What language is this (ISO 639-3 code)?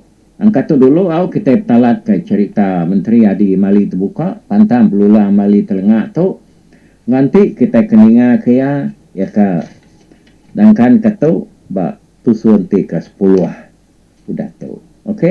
iba